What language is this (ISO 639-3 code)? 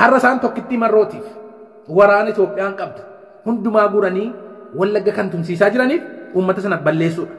orm